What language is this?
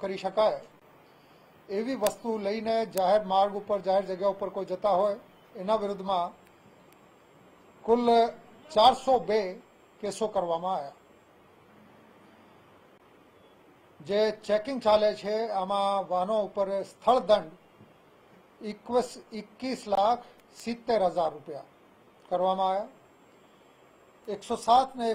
Gujarati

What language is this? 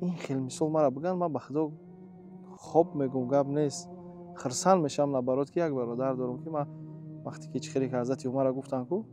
Tajik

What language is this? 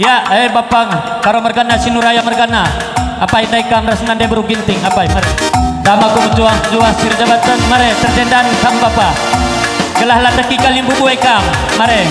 Batak Karo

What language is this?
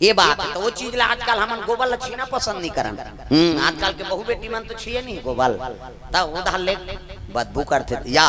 Chhattisgarhi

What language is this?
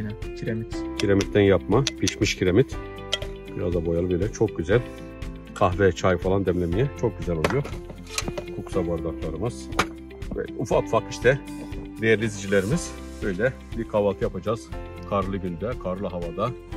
Turkish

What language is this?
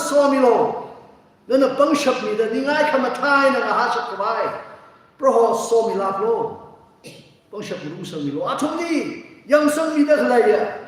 Tangkhul Naga (India)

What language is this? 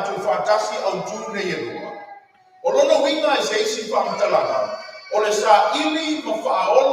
Samoan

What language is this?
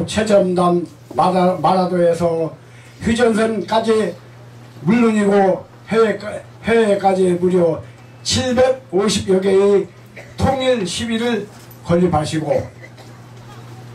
Korean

